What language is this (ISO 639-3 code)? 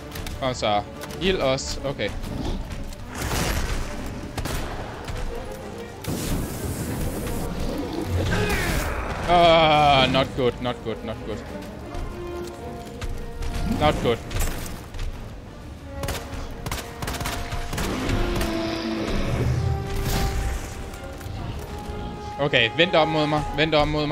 dan